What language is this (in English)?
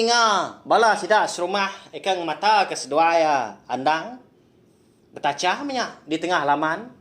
Iban